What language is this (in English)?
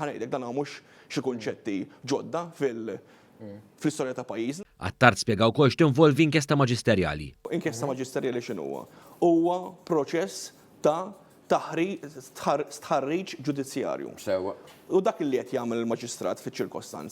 Maltese